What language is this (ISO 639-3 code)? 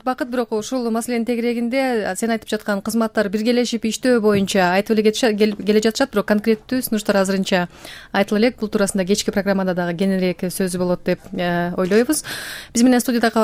kir